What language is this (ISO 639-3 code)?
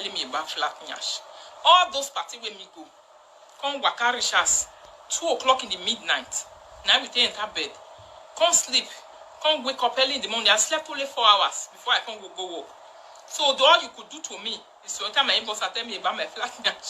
pcm